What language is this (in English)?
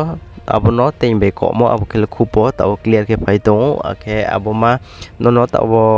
Riang (India)